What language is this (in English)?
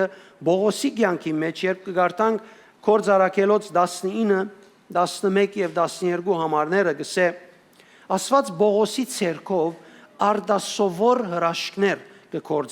Western Armenian